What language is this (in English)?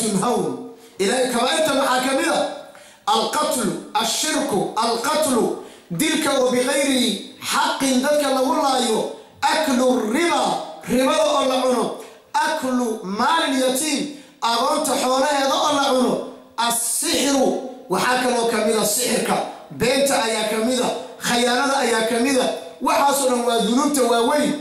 Somali